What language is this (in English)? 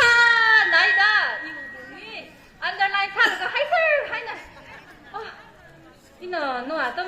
Tangkhul Naga (India)